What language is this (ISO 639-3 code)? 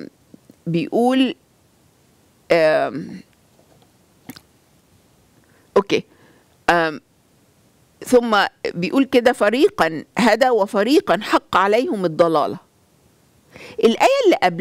arz